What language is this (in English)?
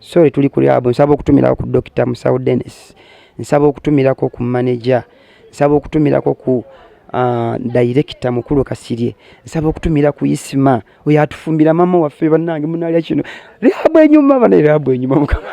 Ganda